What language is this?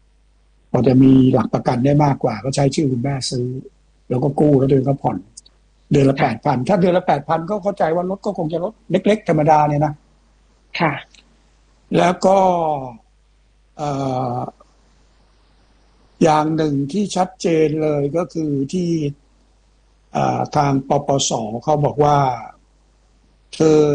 Thai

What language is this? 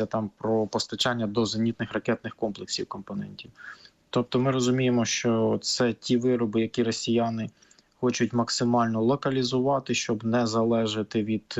Ukrainian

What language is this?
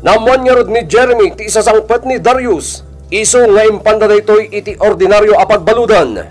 Iloko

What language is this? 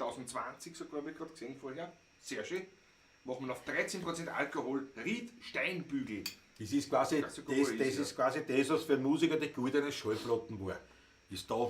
Bavarian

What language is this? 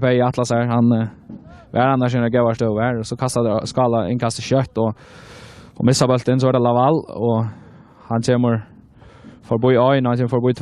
Faroese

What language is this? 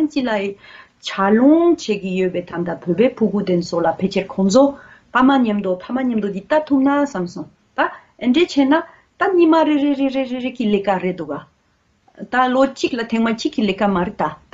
Tibetan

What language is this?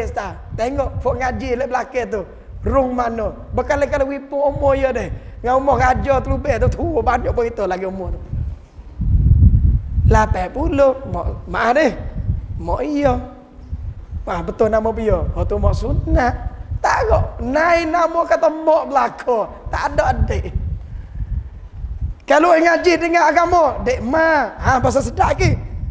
Malay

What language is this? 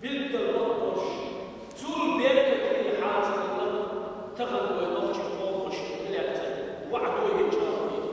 Chechen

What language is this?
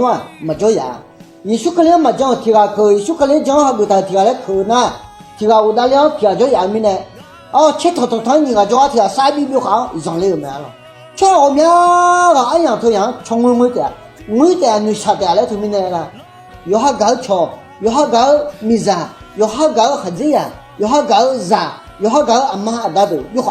Akha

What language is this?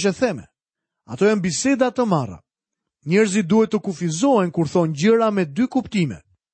Albanian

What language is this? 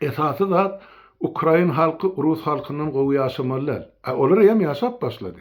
Turkmen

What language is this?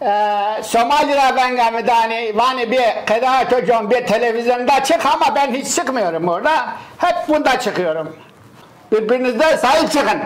Zaza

